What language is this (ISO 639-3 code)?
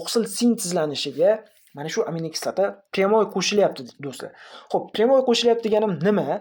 uzb